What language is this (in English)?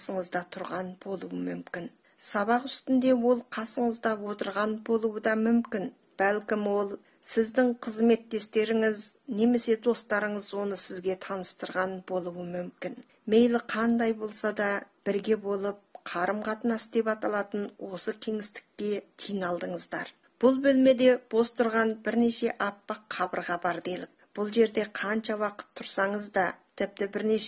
Kazakh